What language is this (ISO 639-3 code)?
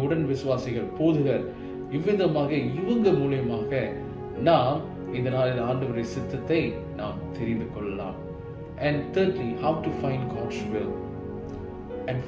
tam